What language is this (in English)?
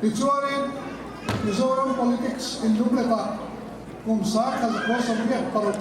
Mizo